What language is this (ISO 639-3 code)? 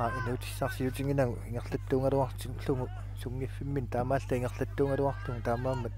kal